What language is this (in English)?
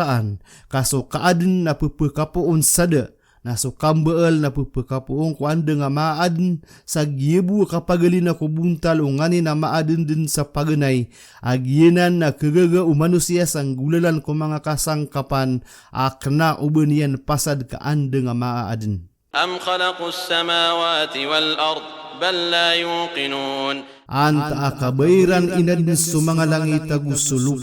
Maranao